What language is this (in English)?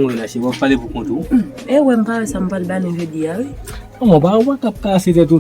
Haitian Creole